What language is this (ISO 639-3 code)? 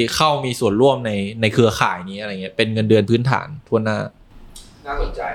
tha